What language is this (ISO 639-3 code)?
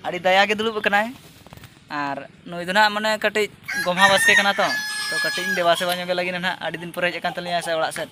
sat